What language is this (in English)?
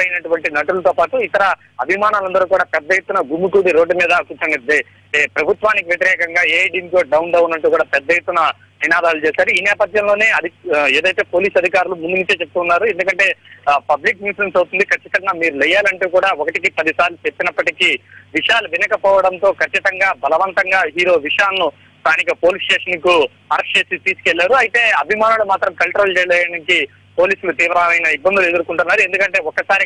Telugu